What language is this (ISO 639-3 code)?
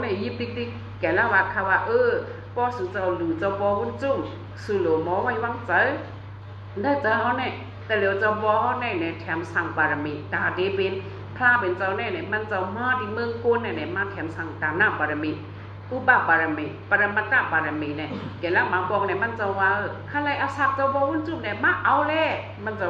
shn